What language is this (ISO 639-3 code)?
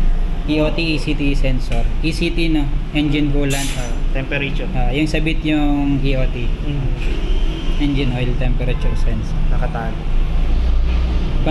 fil